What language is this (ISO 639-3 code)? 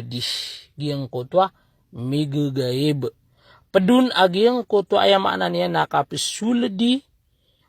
mrw